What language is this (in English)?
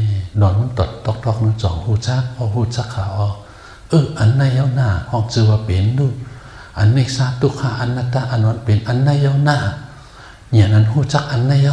Shan